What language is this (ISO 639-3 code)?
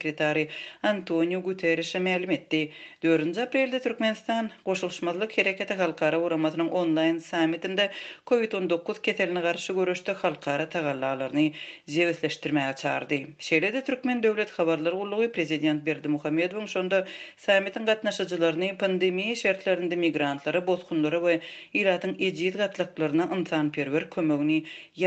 tuk